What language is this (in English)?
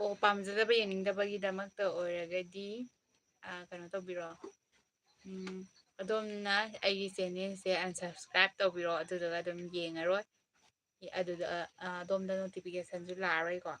Manipuri